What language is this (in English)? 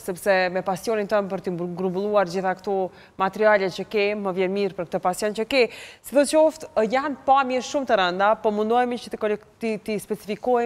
Albanian